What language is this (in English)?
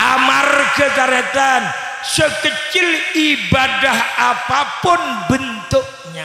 Madurese